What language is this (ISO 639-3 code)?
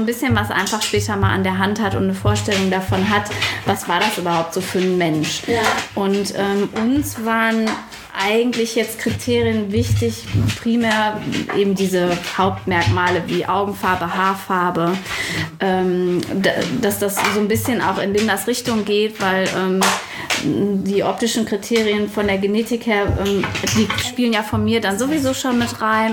deu